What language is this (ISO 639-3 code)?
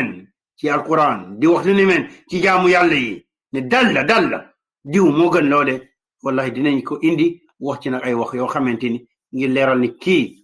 wol